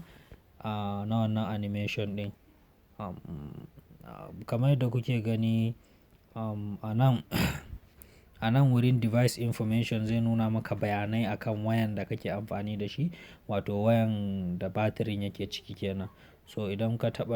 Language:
Hausa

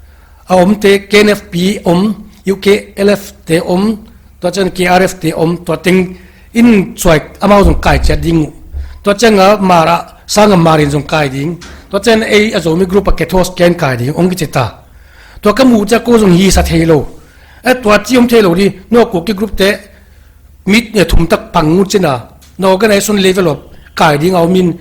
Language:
Paite Chin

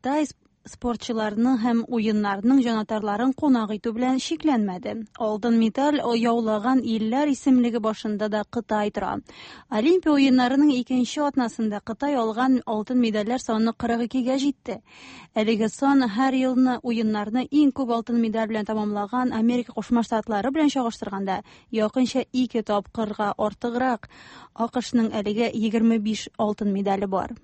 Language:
Tatar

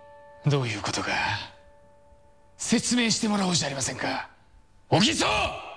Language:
Japanese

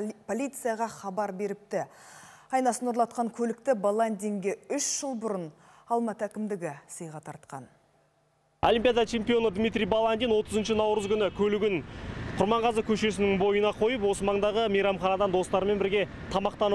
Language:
Kazakh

